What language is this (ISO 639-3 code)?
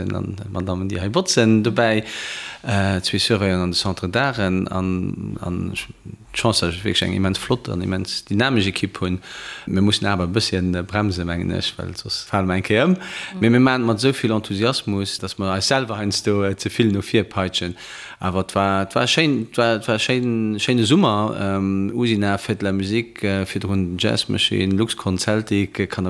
ltz